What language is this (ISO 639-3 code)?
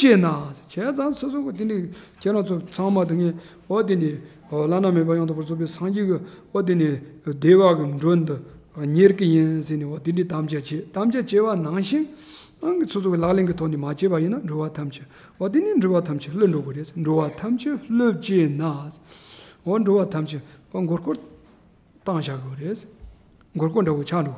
bod